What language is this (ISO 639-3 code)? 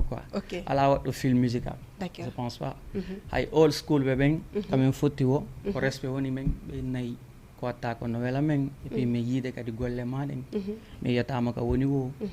ful